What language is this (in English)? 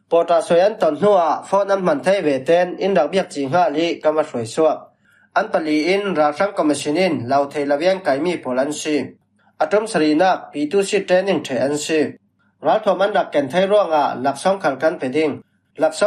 Falam Chin